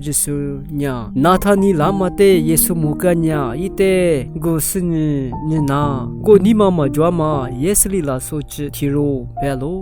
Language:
Lisu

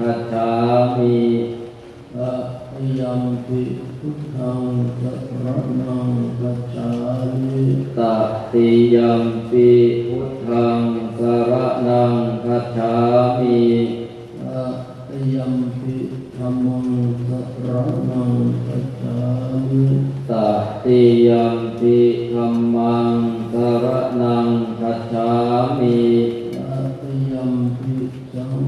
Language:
Pali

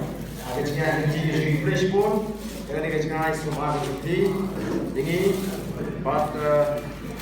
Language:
Khasi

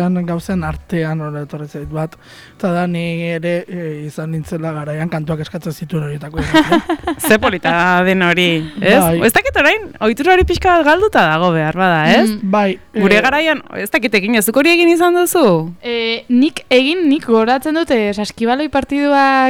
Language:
Basque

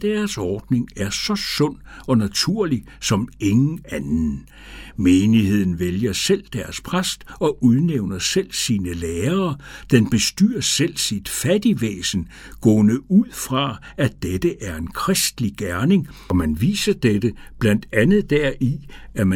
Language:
Danish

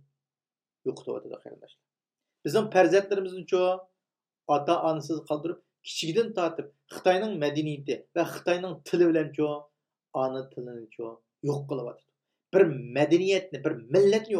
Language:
Uyghur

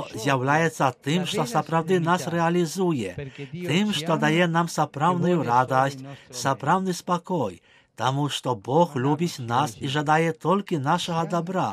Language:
Belarusian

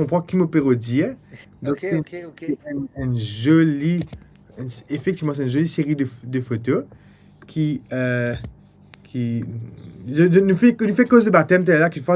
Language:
Morisyen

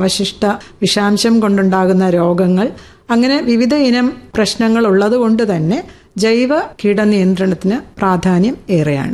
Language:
Malayalam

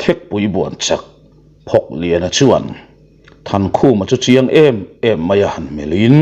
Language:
Mizo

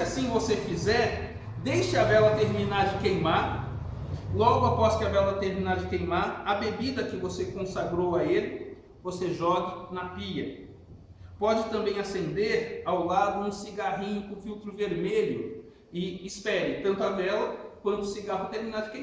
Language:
Portuguese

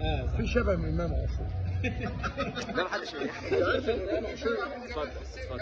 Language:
Egyptian Arabic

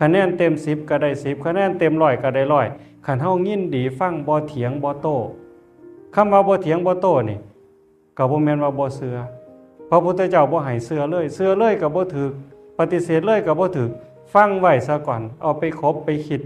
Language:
Northeastern Thai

